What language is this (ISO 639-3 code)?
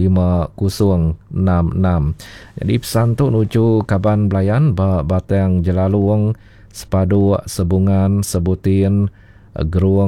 iba